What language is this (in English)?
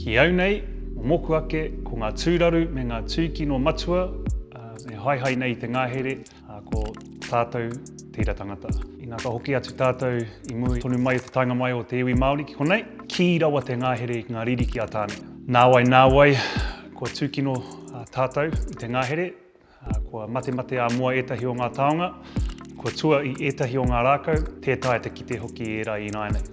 Māori